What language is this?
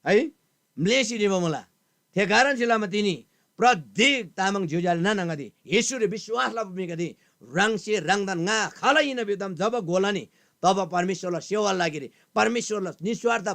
Eastern Tamang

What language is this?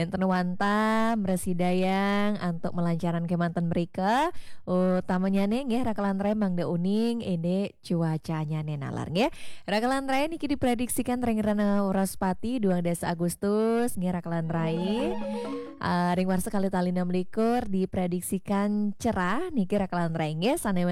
Balinese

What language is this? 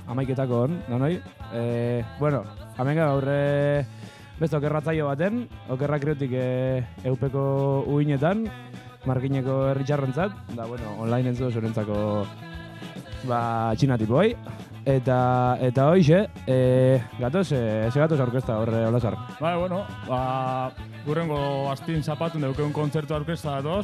Basque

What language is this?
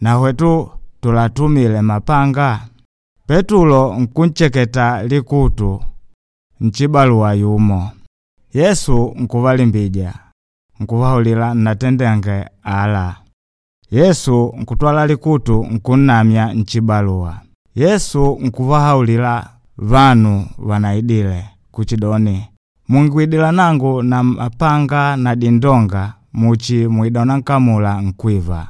Makonde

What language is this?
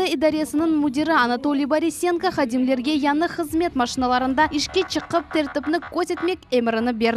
Crimean Tatar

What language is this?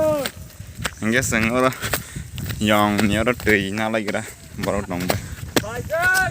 Kok Borok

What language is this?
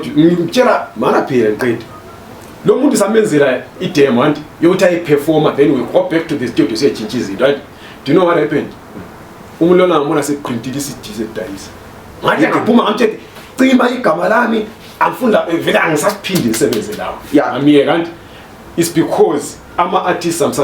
Zulu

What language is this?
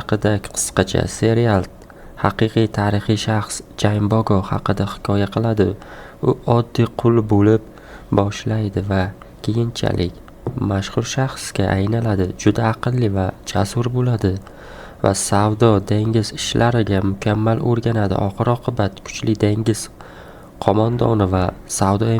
Uzbek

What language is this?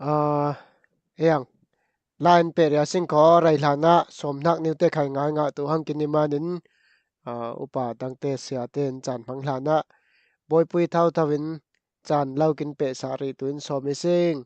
Falam Chin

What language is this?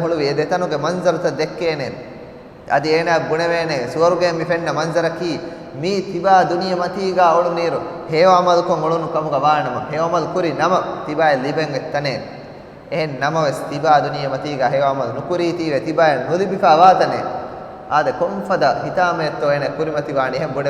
Divehi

